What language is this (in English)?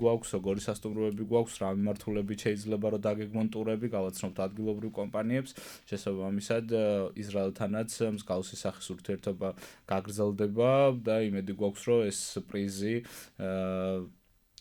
Georgian